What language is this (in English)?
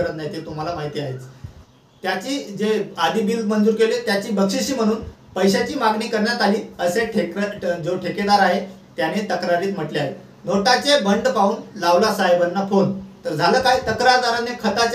Marathi